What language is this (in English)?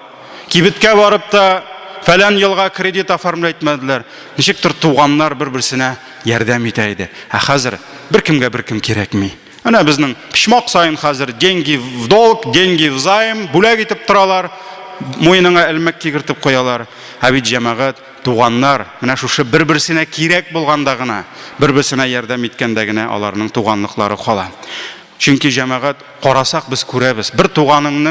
Tatar